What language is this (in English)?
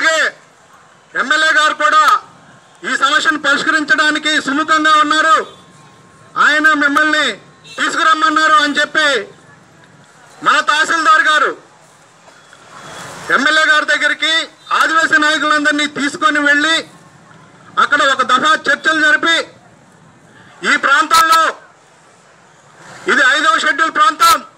Telugu